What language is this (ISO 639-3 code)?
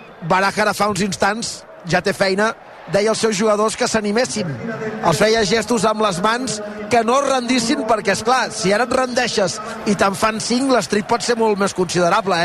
cat